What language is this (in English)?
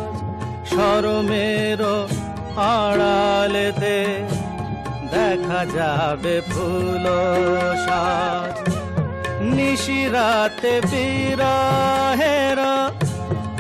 Bangla